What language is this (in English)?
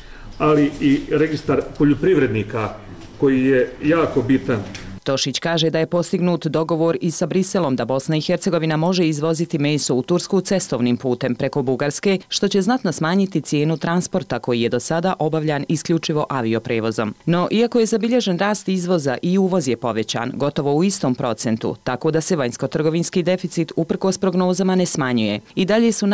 Croatian